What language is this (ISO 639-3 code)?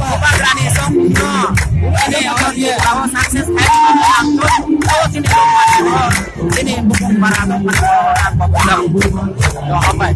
ria